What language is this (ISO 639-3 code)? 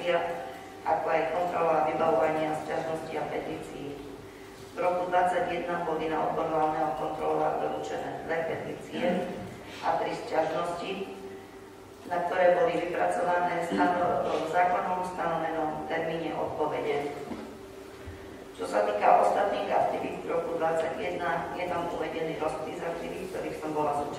slk